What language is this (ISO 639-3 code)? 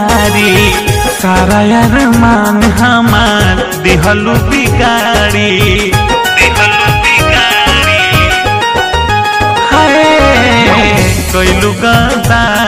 bho